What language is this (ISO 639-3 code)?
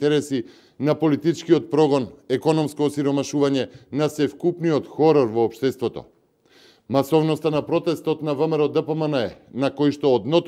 mkd